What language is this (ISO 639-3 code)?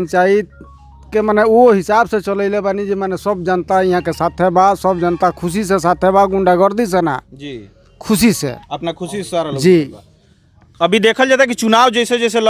bho